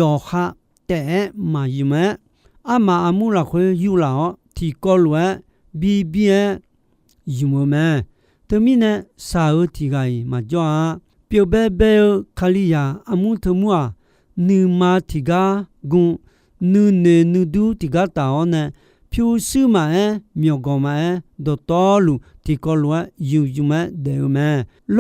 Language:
Akha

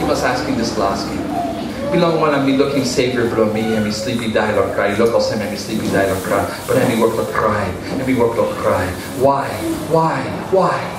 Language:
Tok Pisin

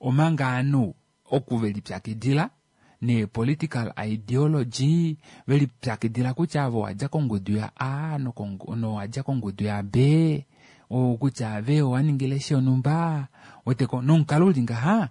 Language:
Kuanyama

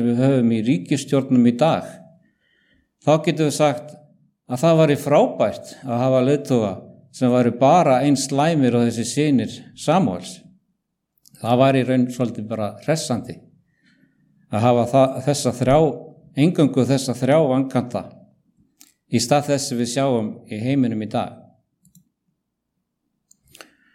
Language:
Icelandic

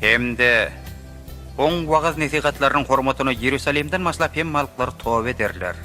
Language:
Turkmen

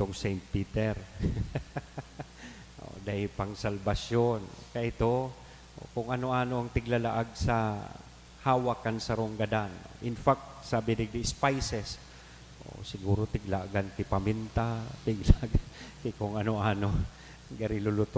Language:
Bikol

